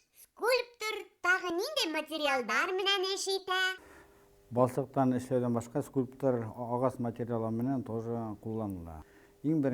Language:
Bashkir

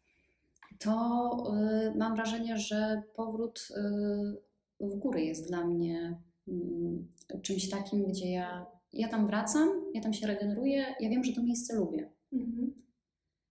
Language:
Polish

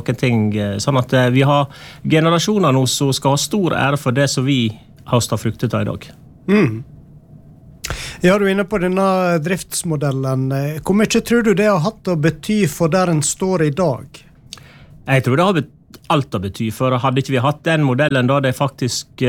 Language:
Norwegian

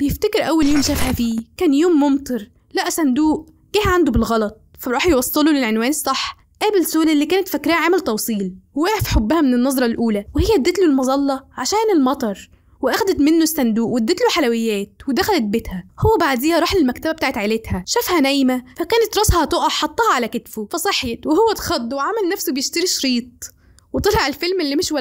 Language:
Egyptian Arabic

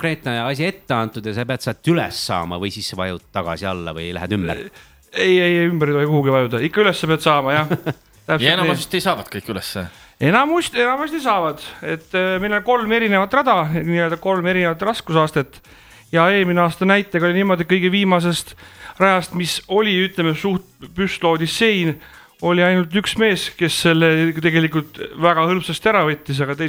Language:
Estonian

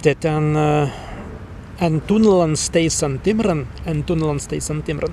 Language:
Prussian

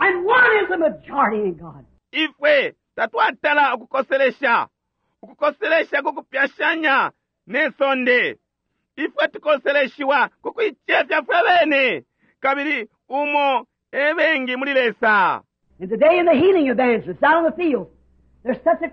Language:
Bemba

